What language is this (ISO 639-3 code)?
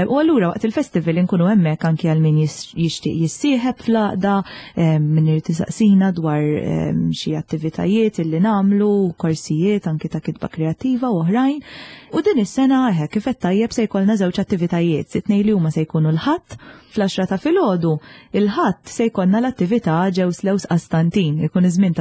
mlt